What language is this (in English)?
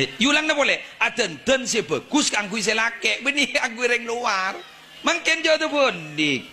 Madurese